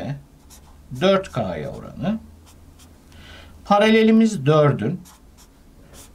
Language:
Turkish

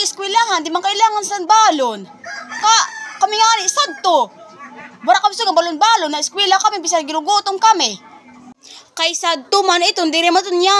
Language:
Waray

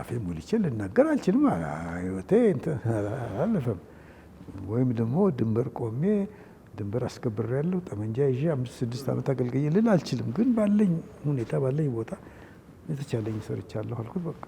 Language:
Amharic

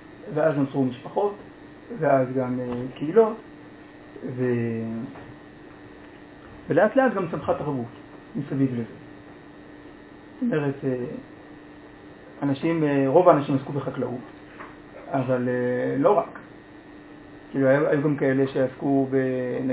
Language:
Hebrew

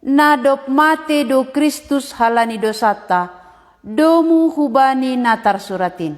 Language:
Batak Simalungun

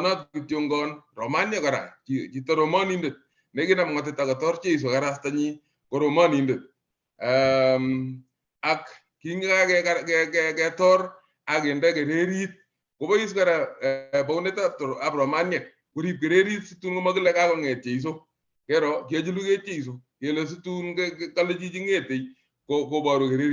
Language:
Kalenjin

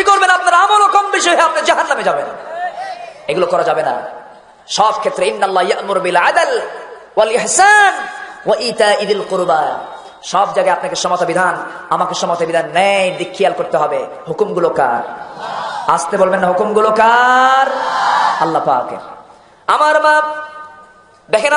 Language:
Bangla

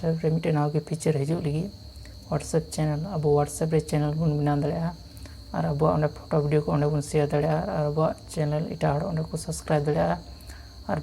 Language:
Santali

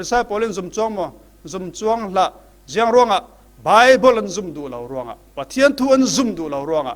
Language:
Falam Chin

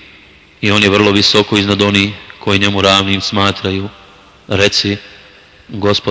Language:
Bosnian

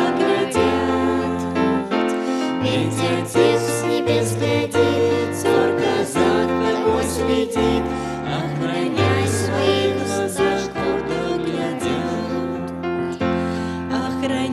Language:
Russian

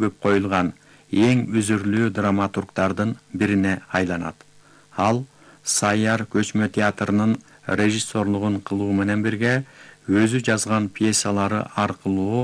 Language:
Kyrgyz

